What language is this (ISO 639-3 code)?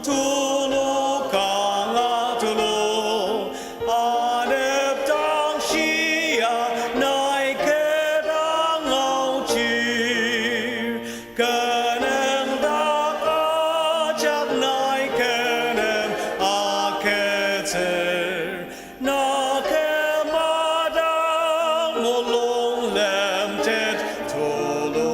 njo